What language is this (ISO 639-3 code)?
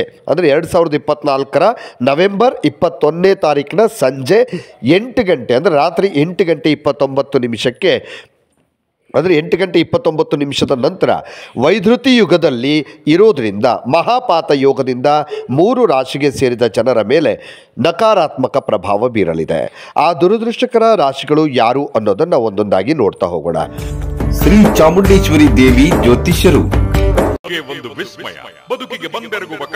kan